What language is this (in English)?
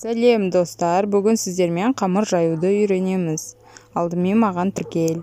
Kazakh